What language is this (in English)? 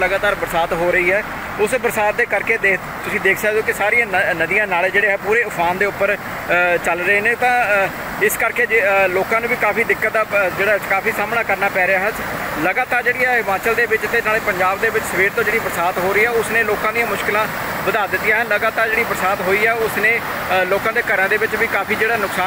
Punjabi